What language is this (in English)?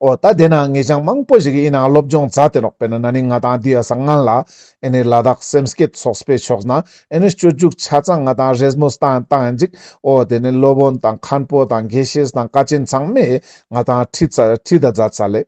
Ladakhi